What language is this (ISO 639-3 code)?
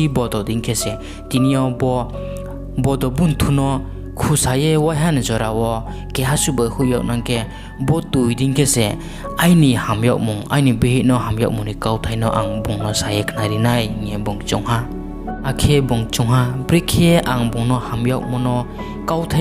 ria